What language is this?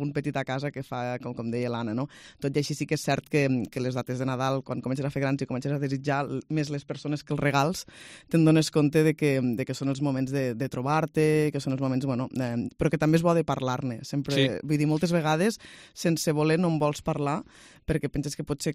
Catalan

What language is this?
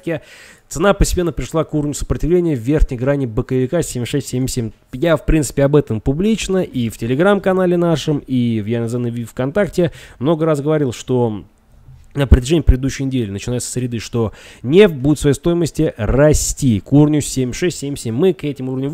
Russian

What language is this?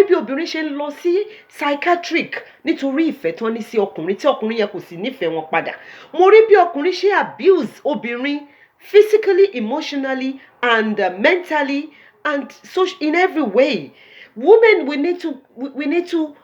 Yoruba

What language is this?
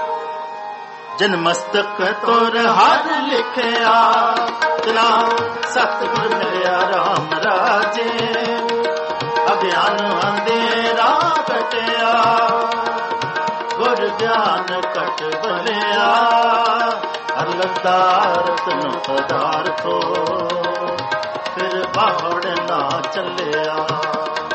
Punjabi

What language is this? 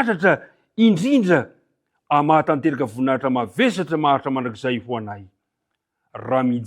Malagasy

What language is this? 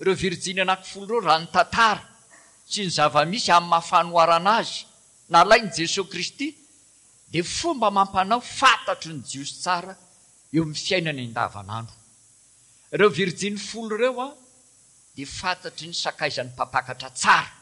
Malagasy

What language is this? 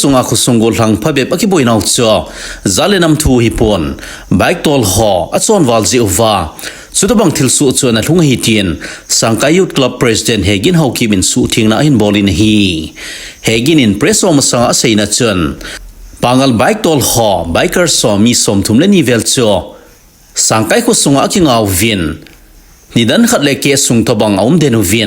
Thado Chin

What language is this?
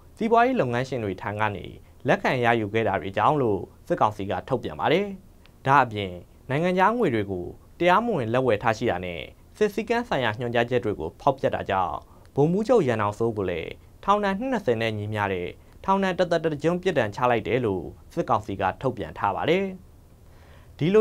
Burmese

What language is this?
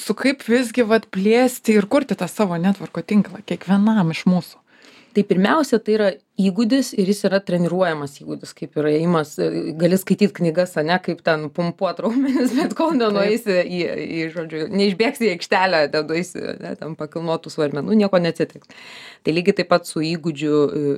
Lithuanian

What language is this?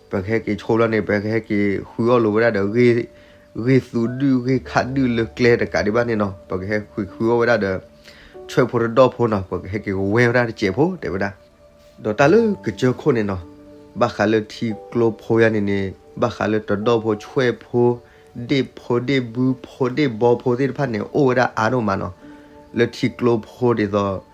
S'gaw Karen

